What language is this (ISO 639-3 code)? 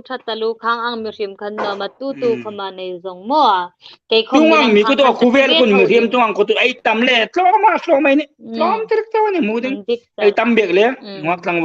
hmr